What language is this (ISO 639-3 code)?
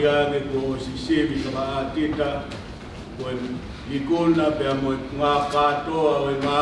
ton